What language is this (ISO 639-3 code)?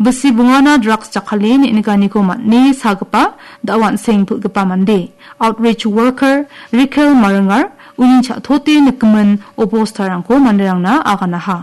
grt